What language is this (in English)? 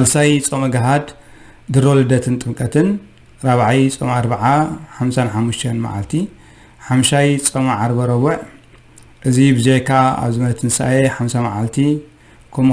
Tigrinya